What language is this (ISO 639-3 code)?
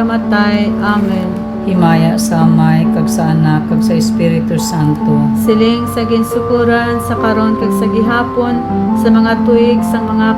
hil